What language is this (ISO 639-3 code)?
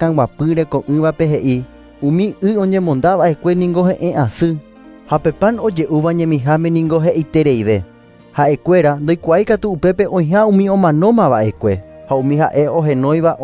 grn